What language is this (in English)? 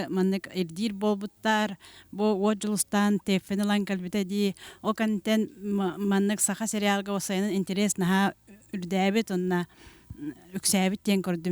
Yakut